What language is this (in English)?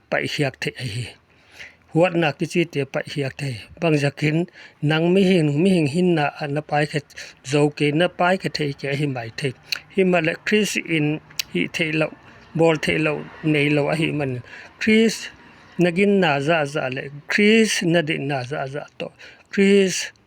Paite Chin